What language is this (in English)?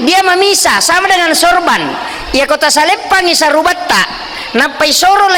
Buginese